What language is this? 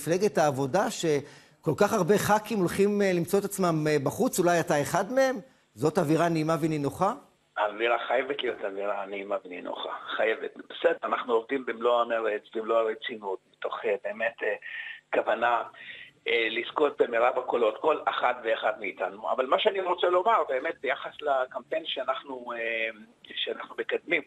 Hebrew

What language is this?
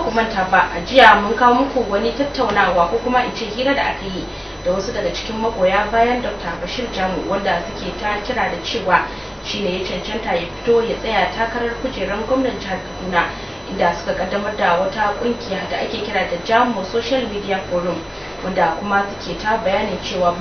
Hausa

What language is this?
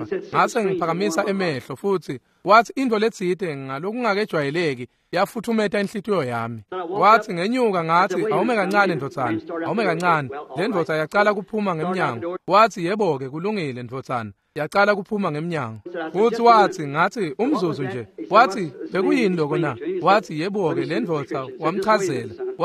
Swati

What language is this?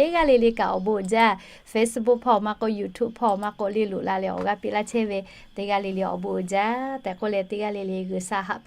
Lahu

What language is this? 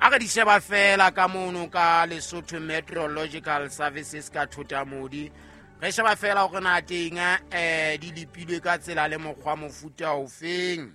Southern Sotho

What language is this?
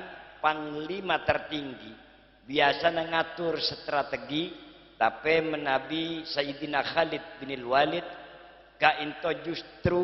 Madurese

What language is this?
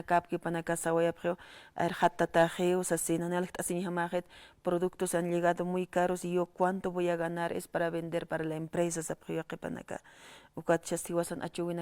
Aymara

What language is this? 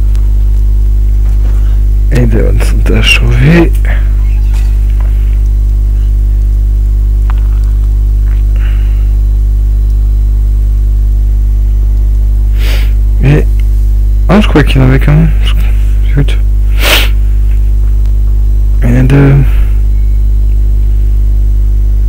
French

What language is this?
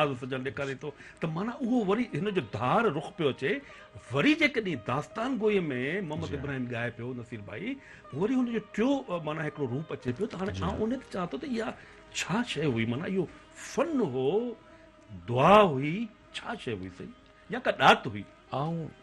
Sindhi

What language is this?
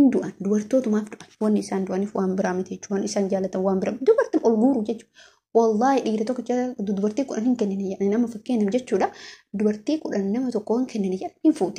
Oromo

